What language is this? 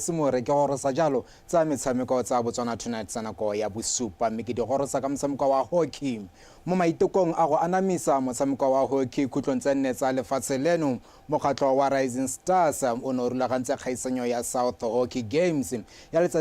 Tswana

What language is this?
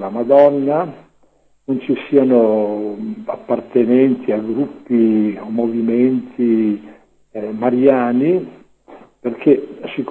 Italian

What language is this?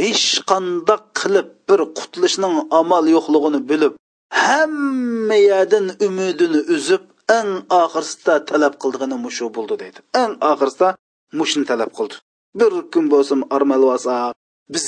Uyghur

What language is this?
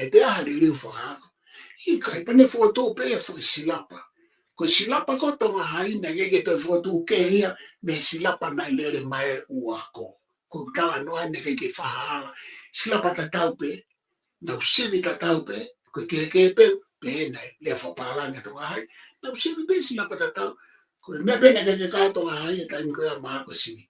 Tongan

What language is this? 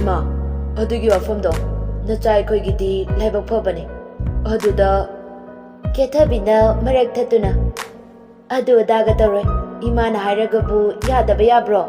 Manipuri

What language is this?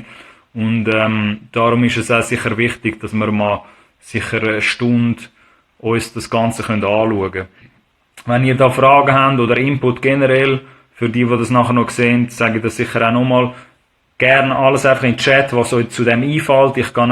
Swiss German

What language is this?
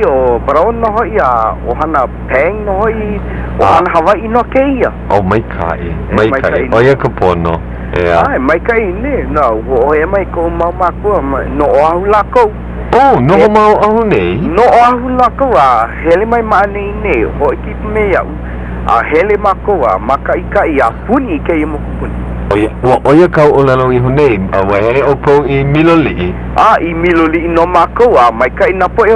Hawaiian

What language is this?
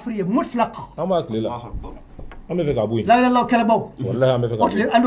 Bambara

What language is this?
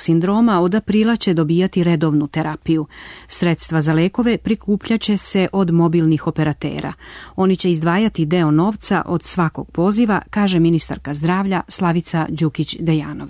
Serbian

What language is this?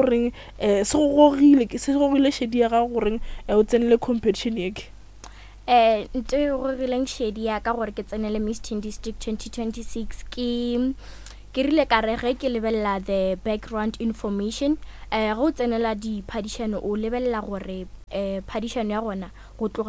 Northern Sotho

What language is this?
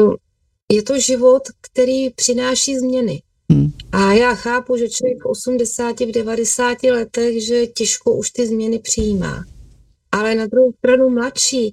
Czech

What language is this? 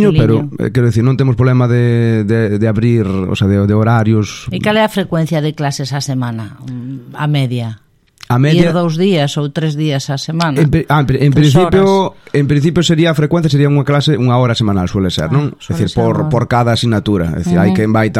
Galician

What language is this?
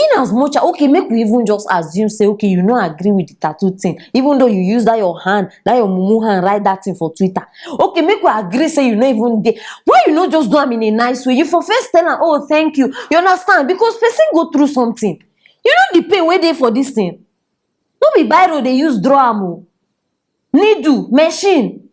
Nigerian Pidgin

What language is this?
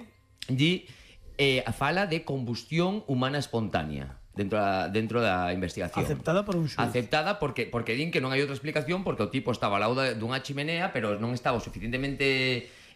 Galician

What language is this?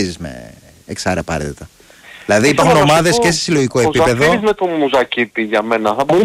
Greek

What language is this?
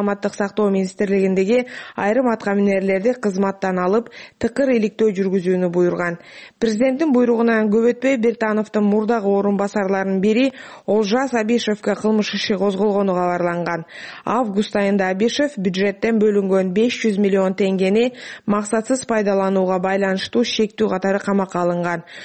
Kyrgyz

